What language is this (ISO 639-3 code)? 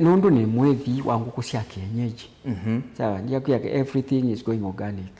kam